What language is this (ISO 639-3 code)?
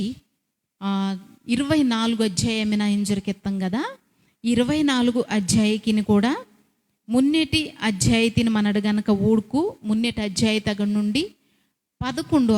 kff